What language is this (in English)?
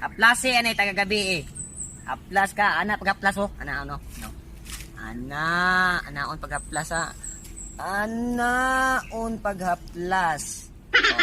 Cebuano